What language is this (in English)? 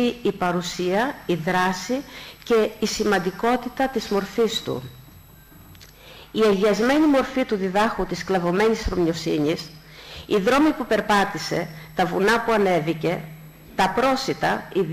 Greek